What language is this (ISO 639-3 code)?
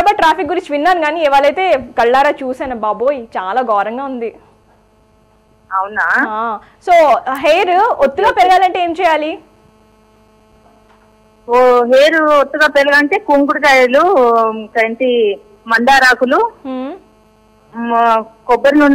tel